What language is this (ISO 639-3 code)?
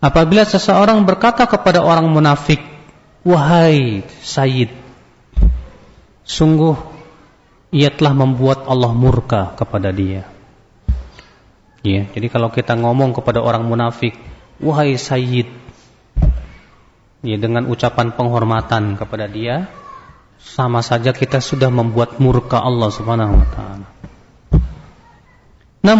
ind